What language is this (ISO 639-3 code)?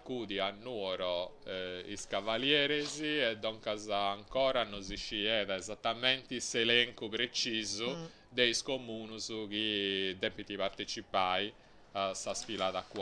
srd